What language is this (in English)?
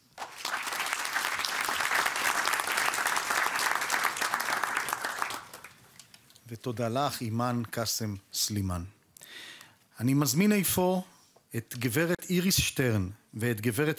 Hebrew